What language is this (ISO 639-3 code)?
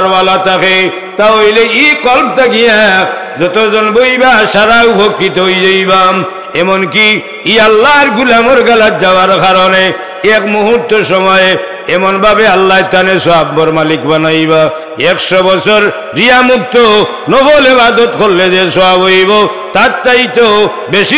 syl